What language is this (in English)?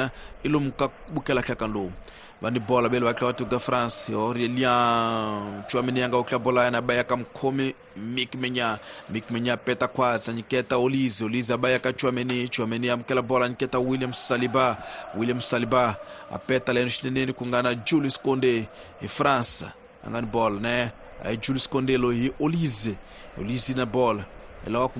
Tsonga